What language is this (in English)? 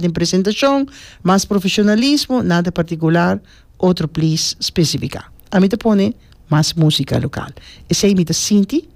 Papiamento